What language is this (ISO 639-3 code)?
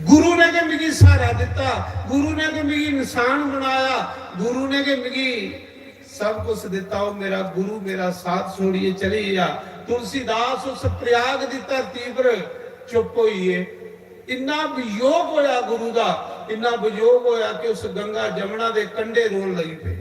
doi